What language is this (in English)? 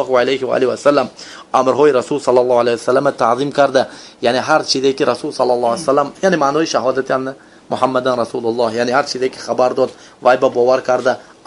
Tajik